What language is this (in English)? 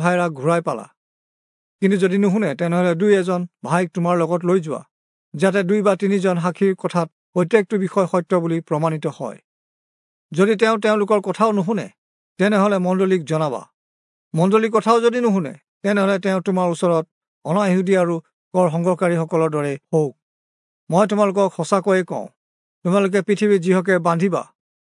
Assamese